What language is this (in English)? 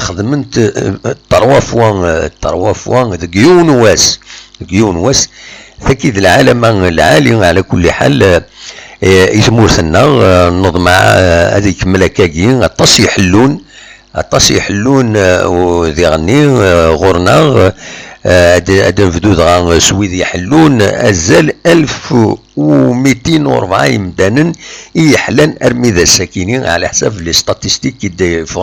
Kabyle